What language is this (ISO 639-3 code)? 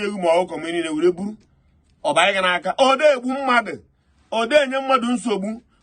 ibo